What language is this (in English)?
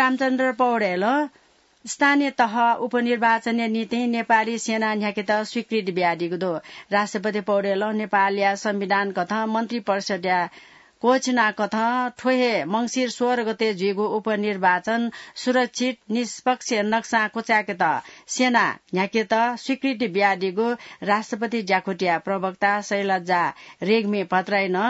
Newari